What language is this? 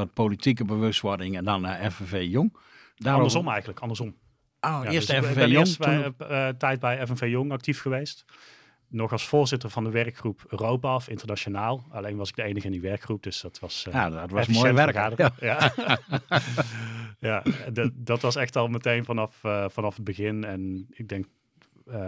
Dutch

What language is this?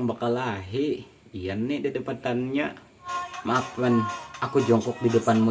Banjar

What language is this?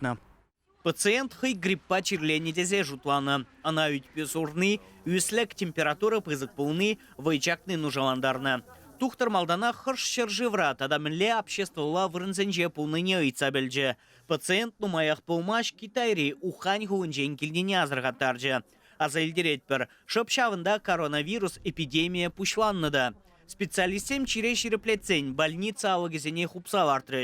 Chuvash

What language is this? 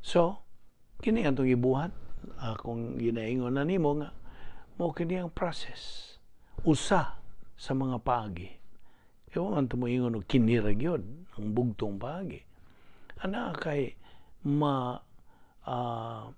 Cebuano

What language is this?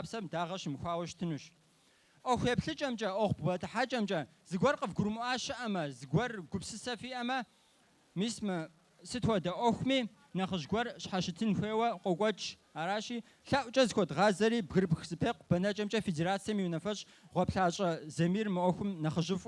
Kabardian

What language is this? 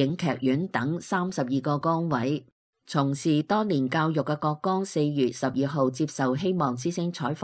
Cantonese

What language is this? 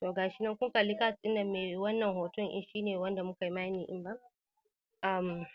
Hausa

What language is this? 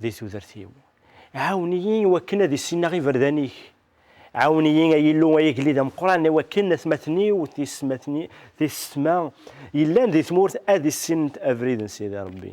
Kabyle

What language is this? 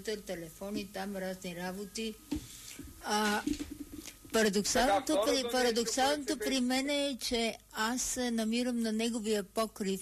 Bulgarian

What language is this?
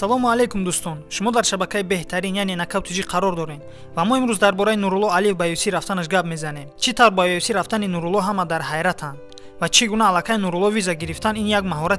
Tajik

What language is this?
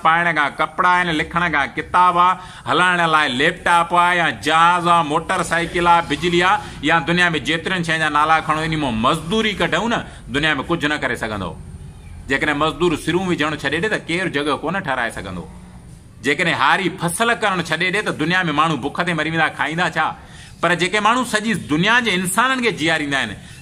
Sindhi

